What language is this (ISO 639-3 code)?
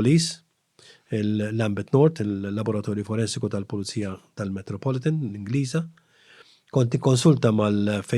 mlt